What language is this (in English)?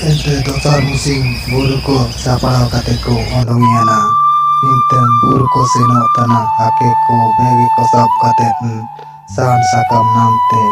Santali